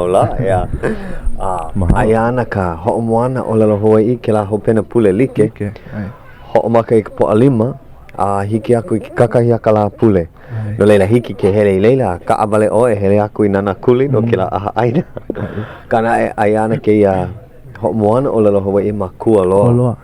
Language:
Hawaiian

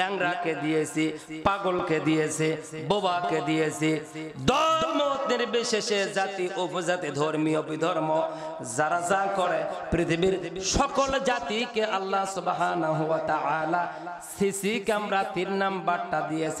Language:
Bangla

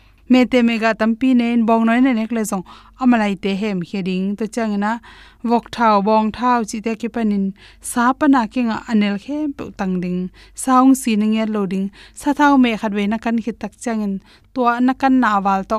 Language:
Tedim Chin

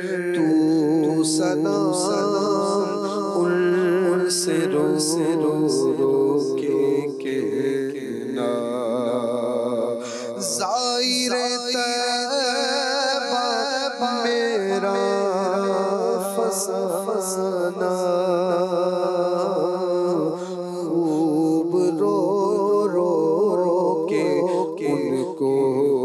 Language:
Urdu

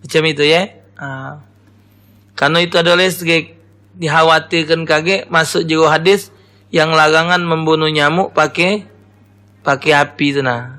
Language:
Musi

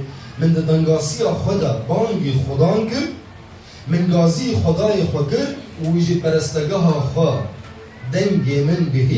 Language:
Kurdish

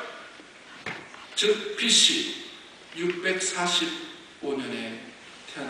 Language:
Korean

